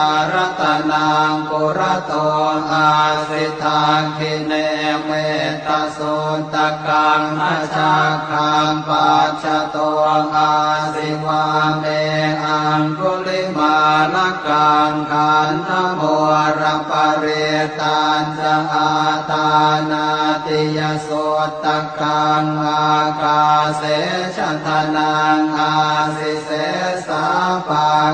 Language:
Pali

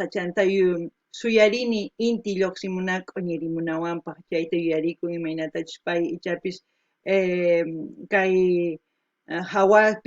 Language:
Quechua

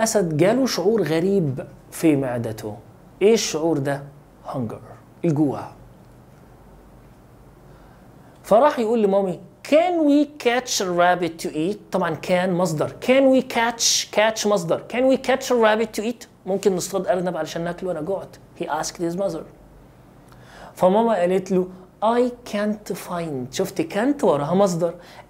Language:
Egyptian Arabic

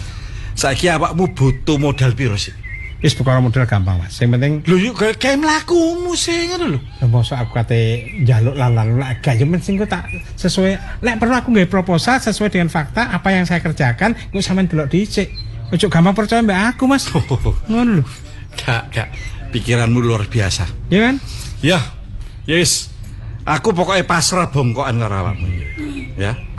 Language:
Javanese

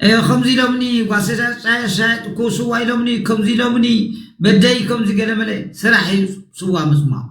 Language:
Tigrinya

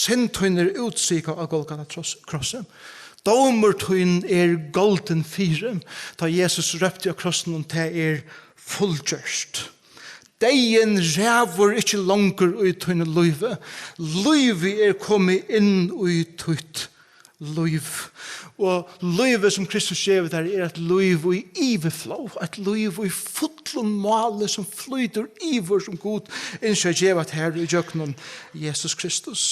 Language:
Faroese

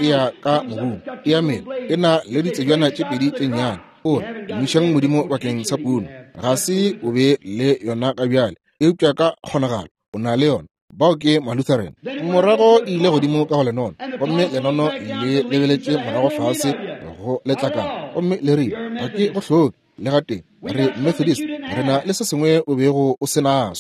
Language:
Northern Sotho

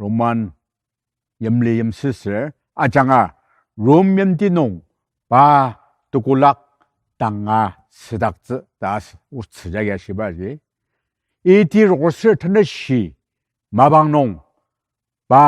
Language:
Ao Naga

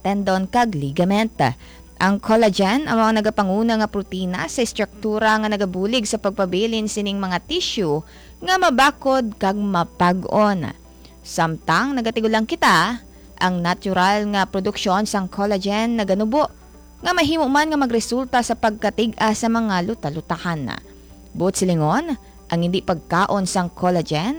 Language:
Hiligaynon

